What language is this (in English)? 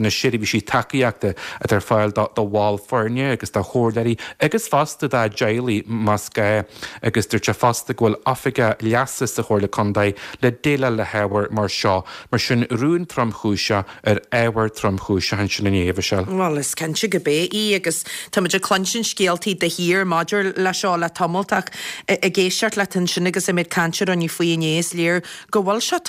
Irish